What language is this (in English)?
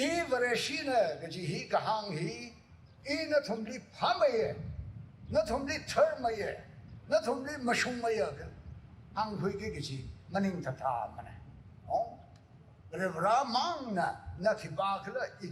Tangkhul Naga (India)